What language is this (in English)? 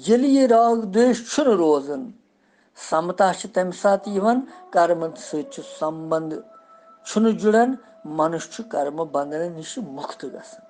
Kashmiri